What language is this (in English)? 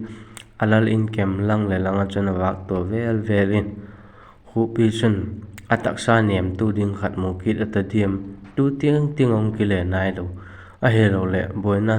Vaiphei